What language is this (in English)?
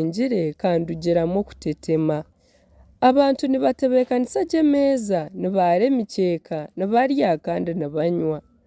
Nyankole